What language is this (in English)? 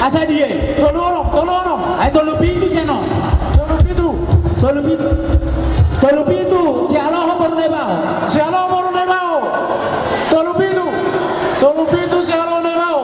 Batak Toba